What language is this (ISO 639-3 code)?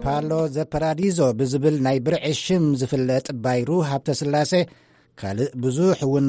tir